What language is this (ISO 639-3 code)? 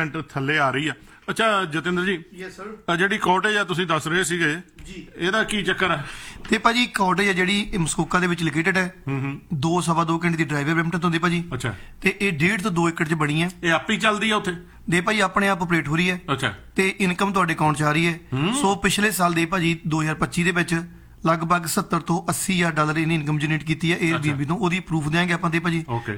pan